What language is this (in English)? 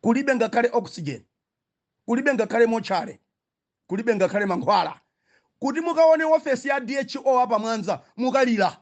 Nyanja